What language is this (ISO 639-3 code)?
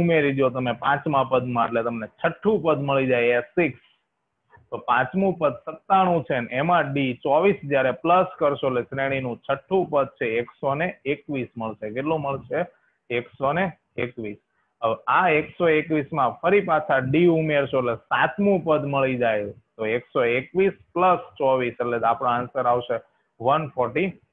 guj